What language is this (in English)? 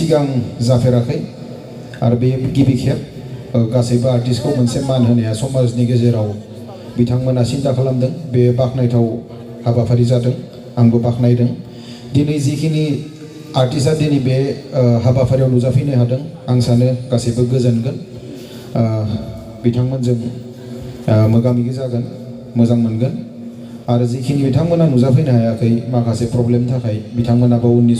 Bodo